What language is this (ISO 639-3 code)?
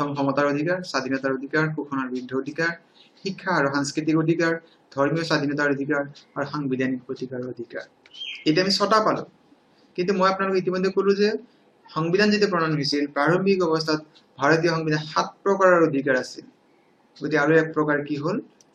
asm